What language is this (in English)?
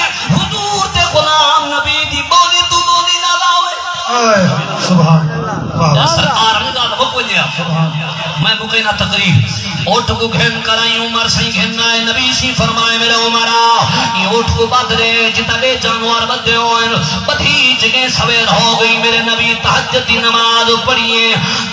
Saraiki